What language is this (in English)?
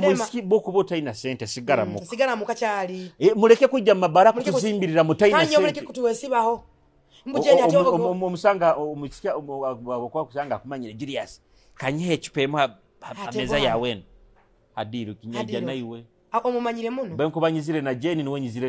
Nyoro